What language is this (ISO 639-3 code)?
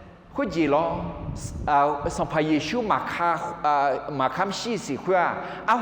ahk